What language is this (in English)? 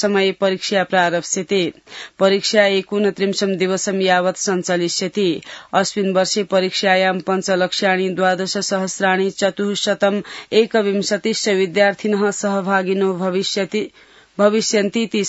Sanskrit